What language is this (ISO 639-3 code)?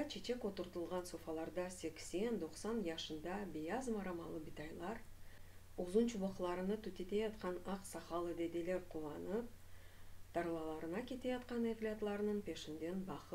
crh